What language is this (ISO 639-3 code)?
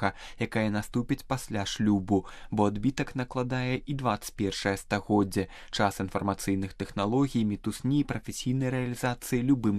bel